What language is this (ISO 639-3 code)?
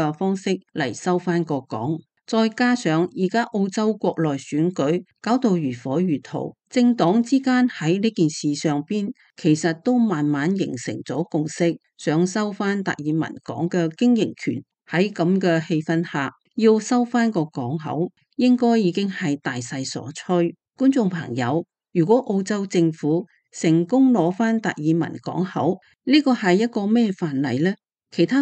yue